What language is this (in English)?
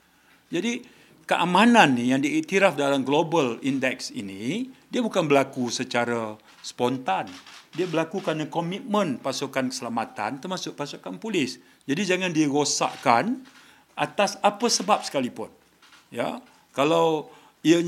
Malay